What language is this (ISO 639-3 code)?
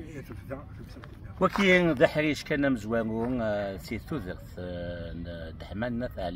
kab